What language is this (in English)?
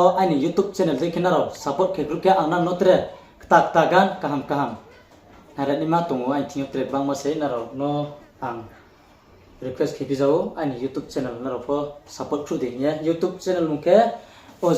Riang (India)